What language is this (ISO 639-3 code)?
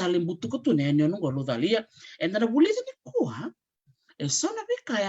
fij